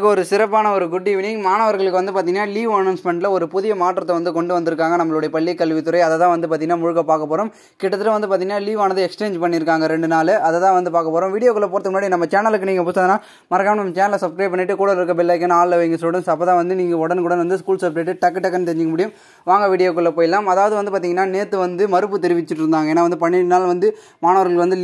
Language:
Tamil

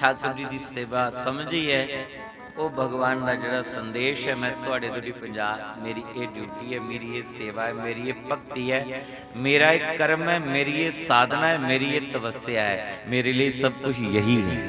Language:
Dogri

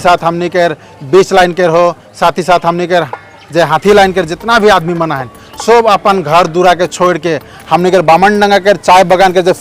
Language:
Sadri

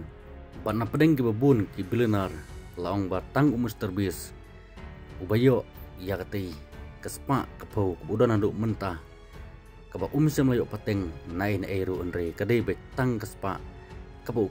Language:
Khasi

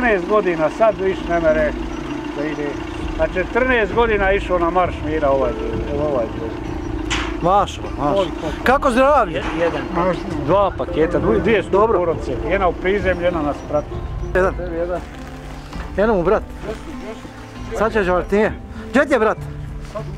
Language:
Bosnian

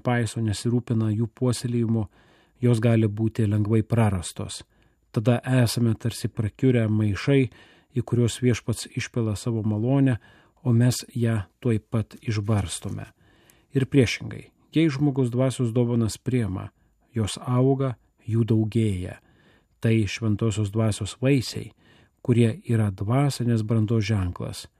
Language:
Lithuanian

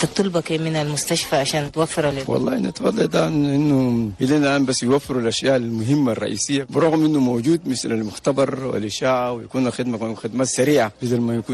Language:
Chadian Arabic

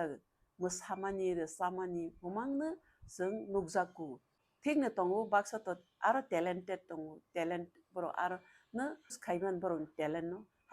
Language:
Kok Borok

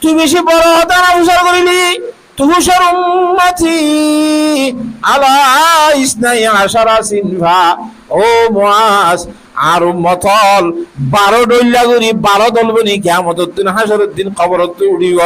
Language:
Rohingya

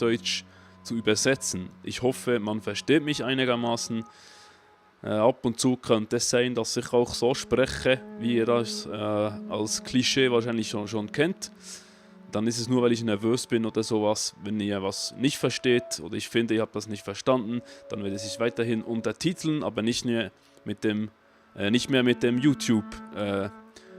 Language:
Swiss German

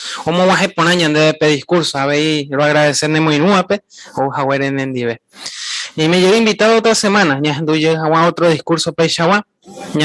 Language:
Guarani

